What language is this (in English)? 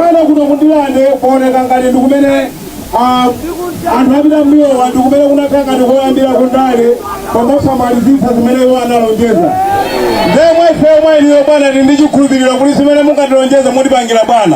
Nyanja